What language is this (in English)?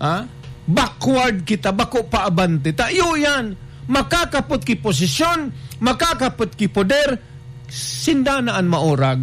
Bikol